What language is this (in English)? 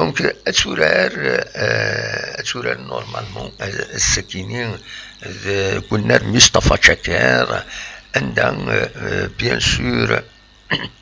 Kabyle